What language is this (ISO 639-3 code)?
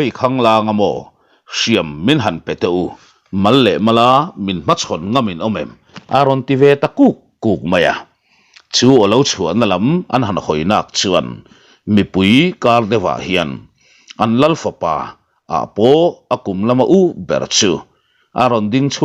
lus